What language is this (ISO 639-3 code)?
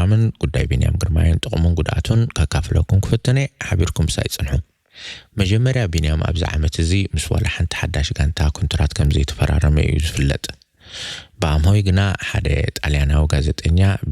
tir